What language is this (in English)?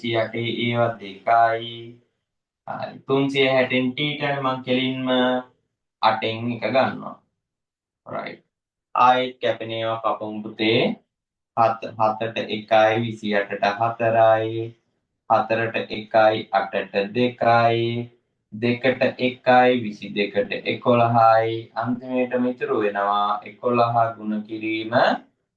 Sinhala